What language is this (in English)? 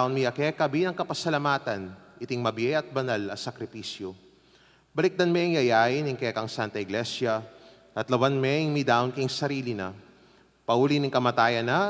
Pampanga